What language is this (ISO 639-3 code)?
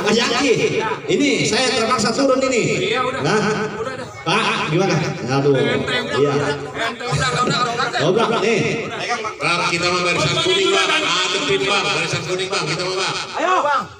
bew